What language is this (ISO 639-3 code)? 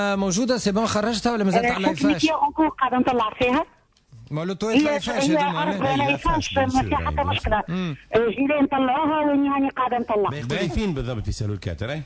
aeb